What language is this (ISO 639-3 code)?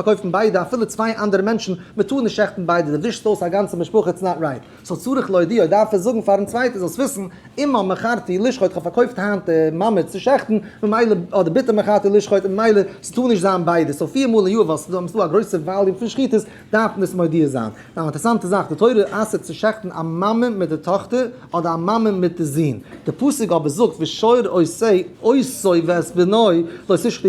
yid